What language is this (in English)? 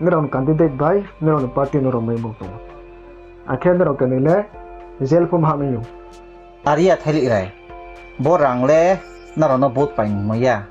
Riang (India)